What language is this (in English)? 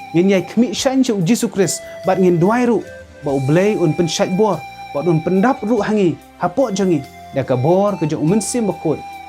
Khasi